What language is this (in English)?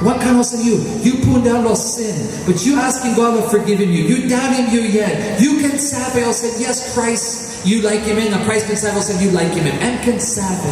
Tok Pisin